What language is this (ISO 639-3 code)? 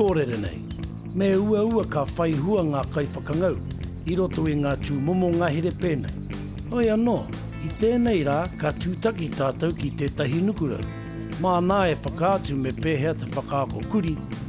mri